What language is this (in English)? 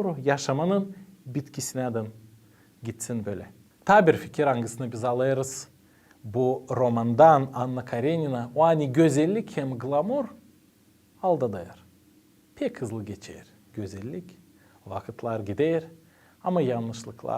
Gagauz